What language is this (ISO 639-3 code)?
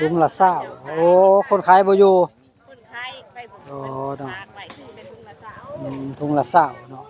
tts